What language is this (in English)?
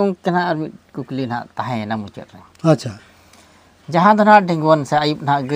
Santali